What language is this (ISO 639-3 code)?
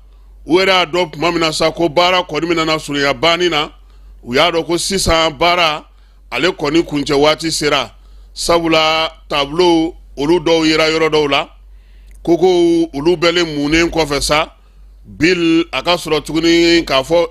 bam